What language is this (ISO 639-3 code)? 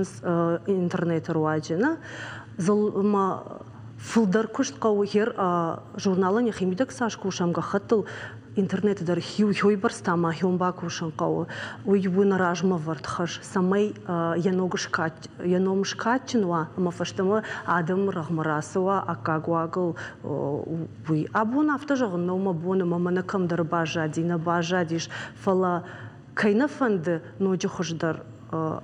oss